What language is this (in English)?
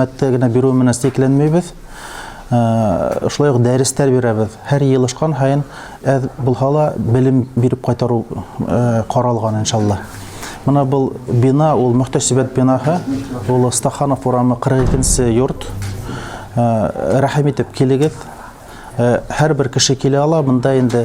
Bashkir